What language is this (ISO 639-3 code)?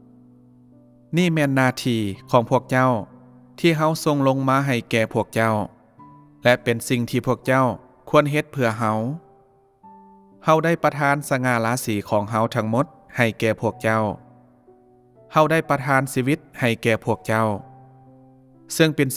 lao